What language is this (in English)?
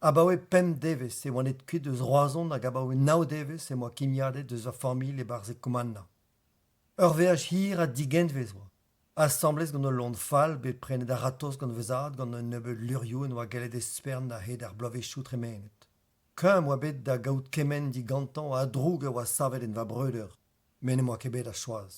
Breton